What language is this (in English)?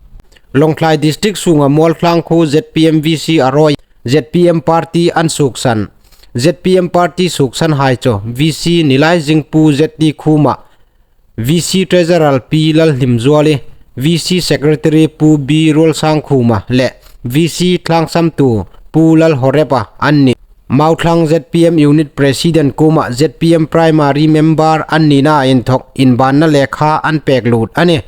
Hmar